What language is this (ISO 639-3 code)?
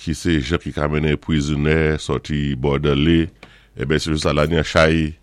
acf